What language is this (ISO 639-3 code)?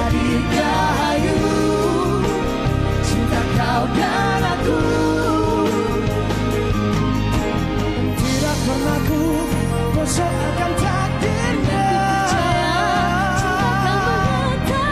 msa